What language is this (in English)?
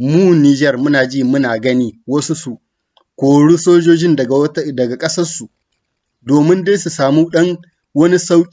Hausa